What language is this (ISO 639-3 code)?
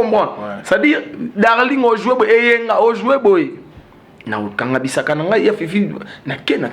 lin